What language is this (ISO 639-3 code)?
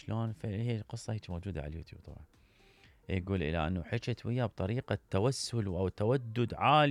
acm